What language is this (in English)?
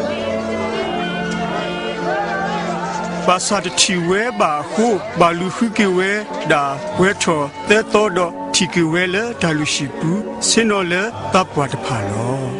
S'gaw Karen